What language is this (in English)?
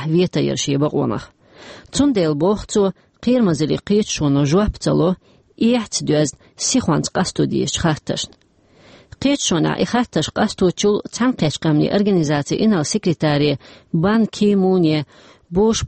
Chechen